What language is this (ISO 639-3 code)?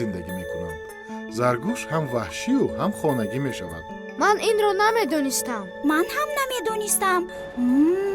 tgk